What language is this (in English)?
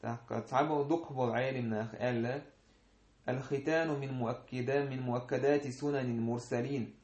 Chechen